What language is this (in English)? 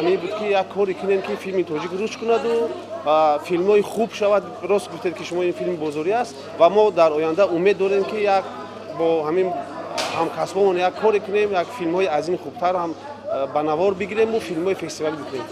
Tajik